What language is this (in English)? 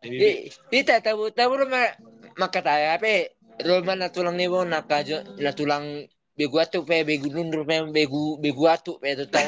Batak Toba